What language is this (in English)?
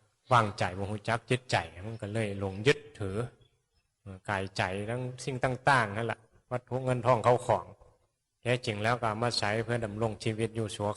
Northeastern Thai